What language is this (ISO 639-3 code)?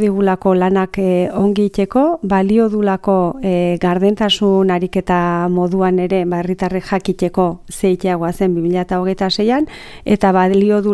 eus